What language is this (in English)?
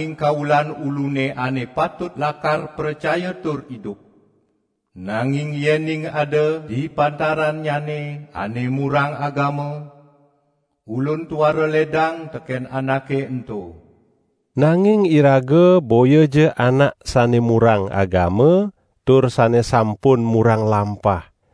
Balinese